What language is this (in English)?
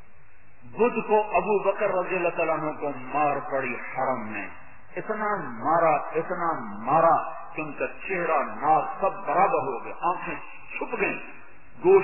Urdu